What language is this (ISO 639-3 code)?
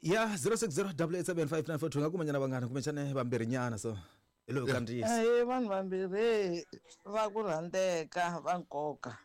tso